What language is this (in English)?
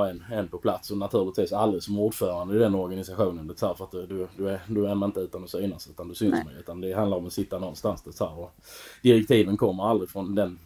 Swedish